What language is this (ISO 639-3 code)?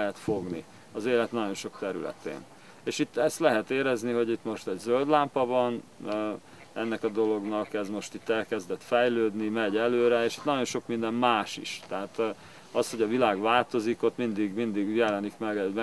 hun